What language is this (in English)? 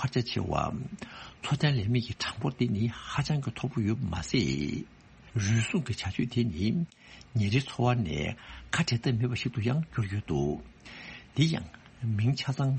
Tibetan